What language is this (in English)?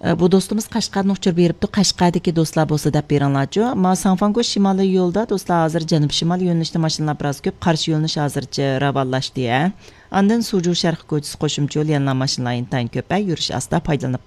Uyghur